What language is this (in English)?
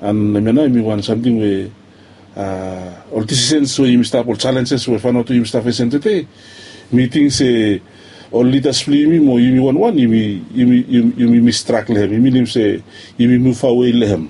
Bislama